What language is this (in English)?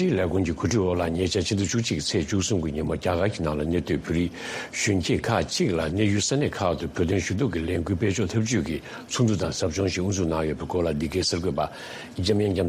Tibetan